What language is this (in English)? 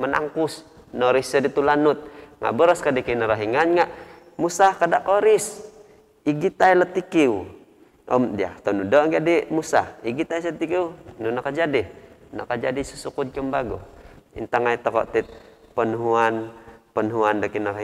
Central Dusun